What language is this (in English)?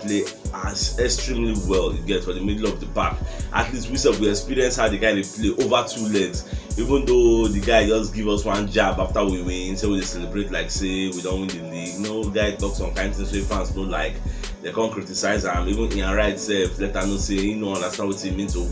Nigerian Pidgin